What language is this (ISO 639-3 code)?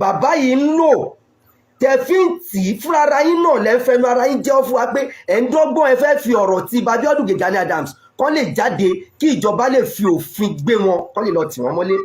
yor